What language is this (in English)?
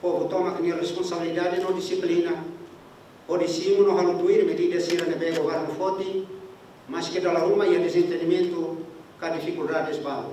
Tetum